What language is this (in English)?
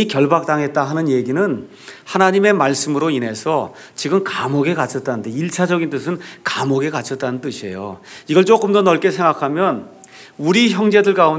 Korean